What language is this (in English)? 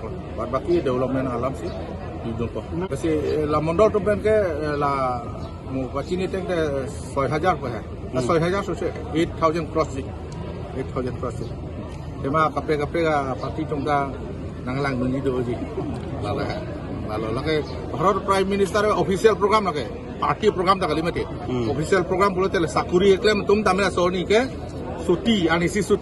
Karbi